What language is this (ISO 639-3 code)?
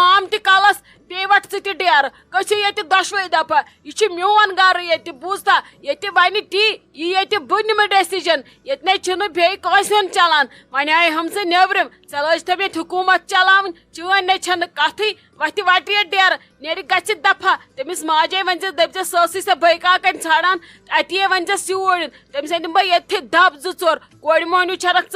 kas